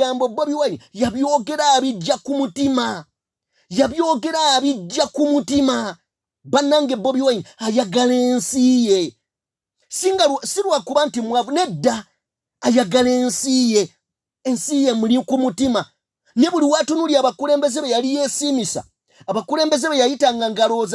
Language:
Ganda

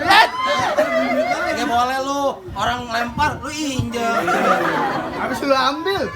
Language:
Betawi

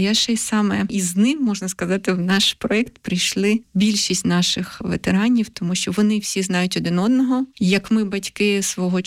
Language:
Ukrainian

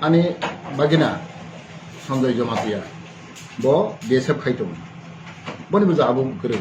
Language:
Kok Borok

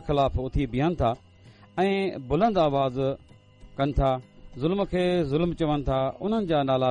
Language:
Sindhi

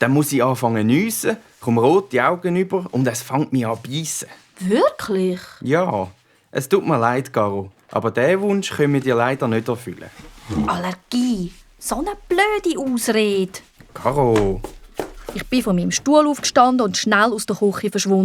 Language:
Swiss German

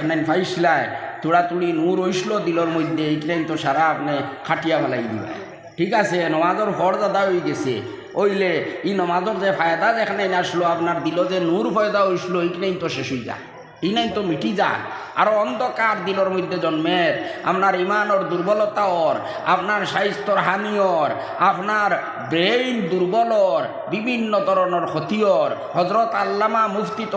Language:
Sylheti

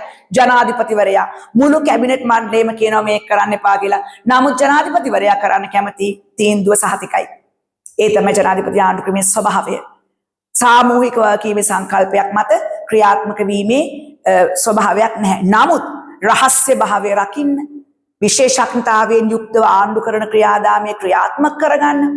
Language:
Sinhala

